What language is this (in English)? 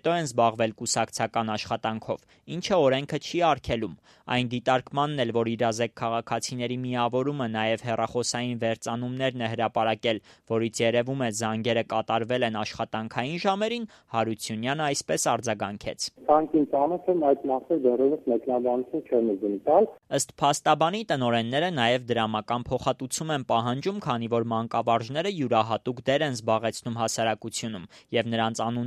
Armenian